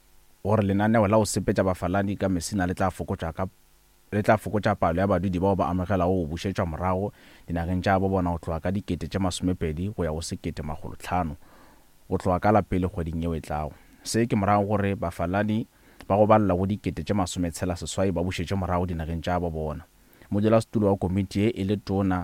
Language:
Northern Sotho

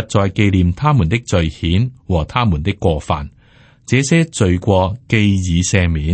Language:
Cantonese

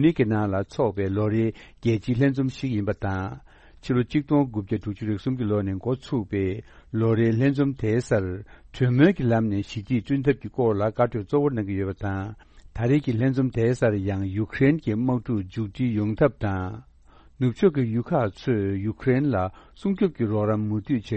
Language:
Tibetan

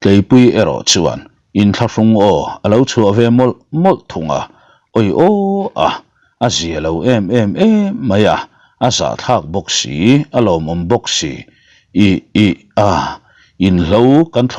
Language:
Mizo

